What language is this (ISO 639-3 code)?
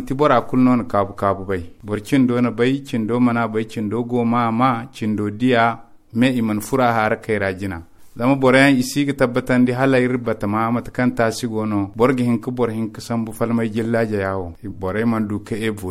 dje